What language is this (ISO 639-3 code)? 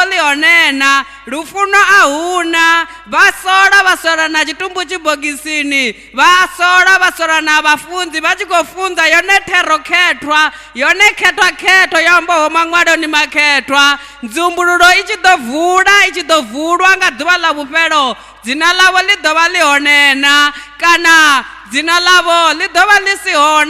ven